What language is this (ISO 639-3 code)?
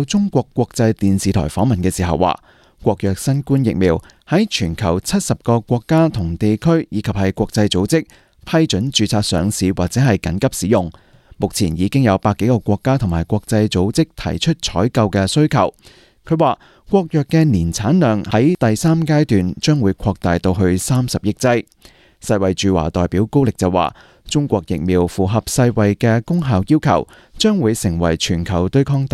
yue